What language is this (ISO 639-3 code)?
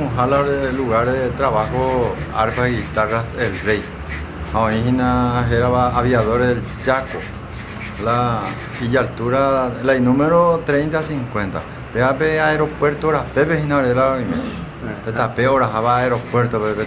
grn